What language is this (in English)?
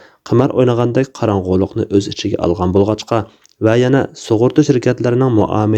Uyghur